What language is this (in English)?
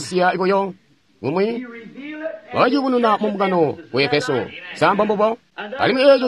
Tonga (Zambia)